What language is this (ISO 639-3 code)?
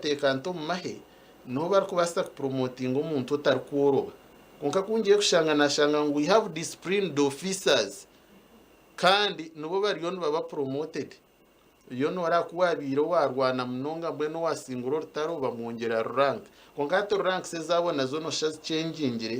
nyn